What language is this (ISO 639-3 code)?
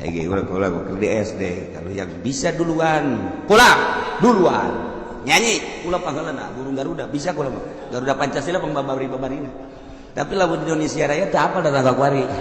sun